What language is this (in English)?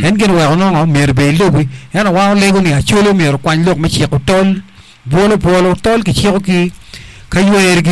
Acoli